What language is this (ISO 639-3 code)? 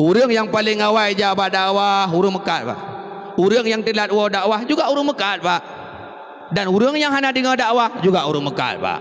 ace